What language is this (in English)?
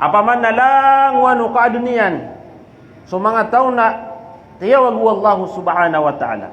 Maranao